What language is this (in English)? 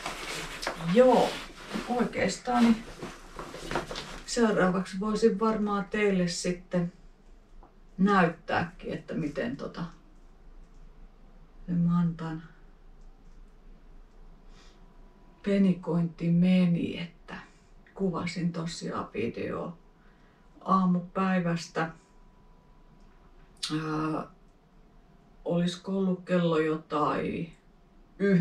Finnish